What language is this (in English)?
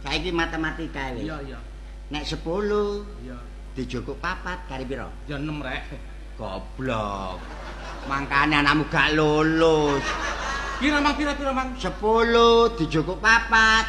Javanese